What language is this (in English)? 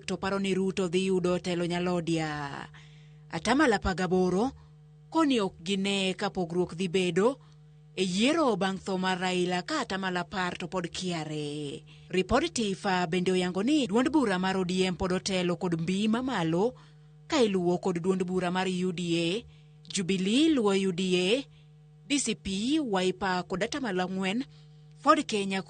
Luo (Kenya and Tanzania)